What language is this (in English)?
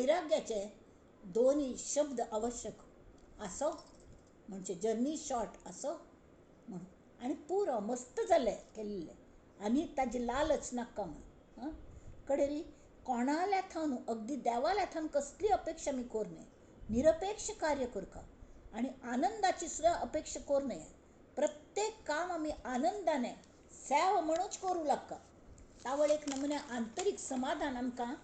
Konkani